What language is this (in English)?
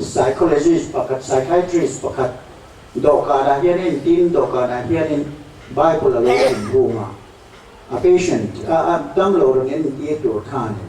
Mizo